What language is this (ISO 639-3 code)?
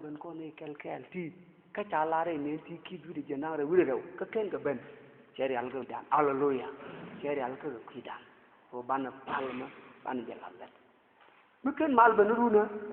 nus